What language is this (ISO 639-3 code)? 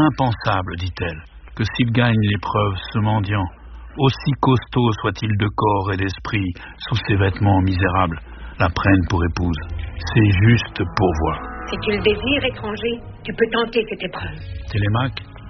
fra